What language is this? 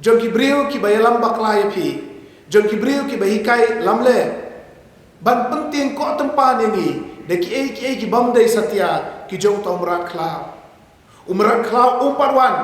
Khasi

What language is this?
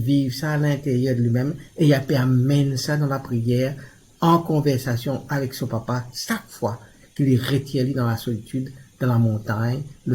Morisyen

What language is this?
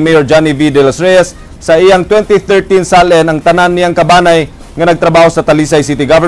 Cebuano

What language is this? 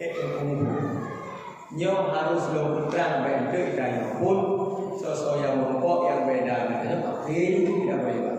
Achinese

